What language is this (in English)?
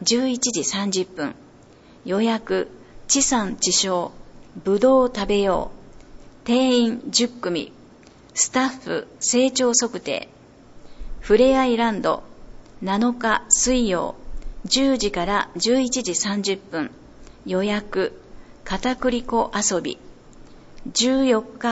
Japanese